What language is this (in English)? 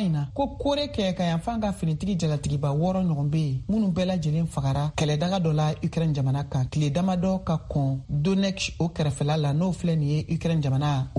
Bambara